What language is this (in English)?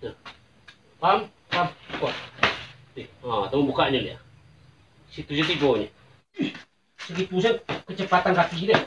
Minangkabau